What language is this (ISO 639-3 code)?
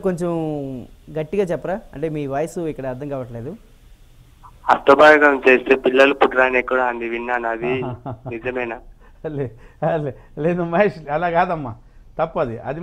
tel